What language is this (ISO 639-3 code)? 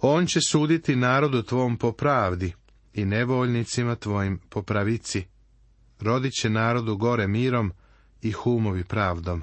srp